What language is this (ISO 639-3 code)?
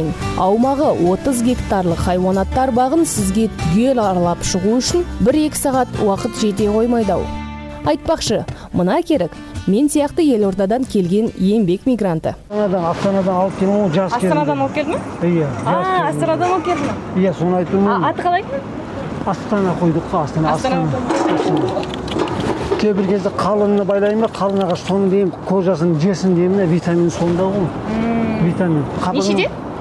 kaz